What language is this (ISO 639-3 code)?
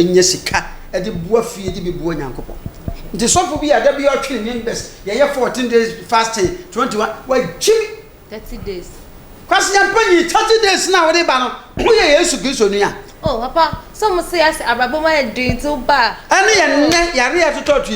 aka